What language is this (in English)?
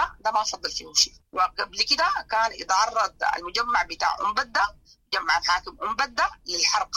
Sudanese Arabic